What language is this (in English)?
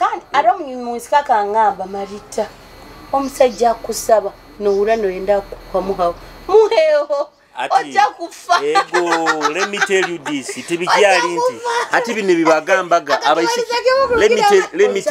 Nyoro